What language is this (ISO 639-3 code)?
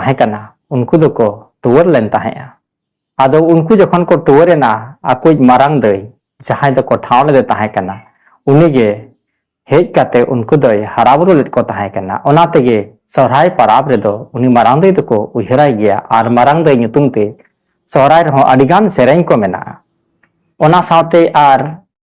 sat